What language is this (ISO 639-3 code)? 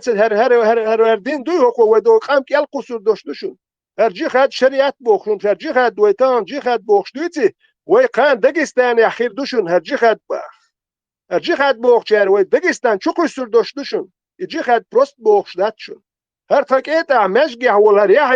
che